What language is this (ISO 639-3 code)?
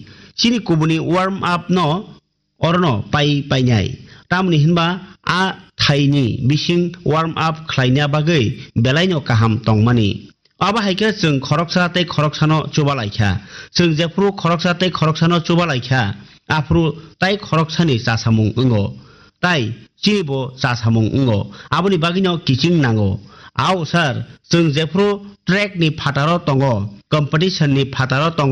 trp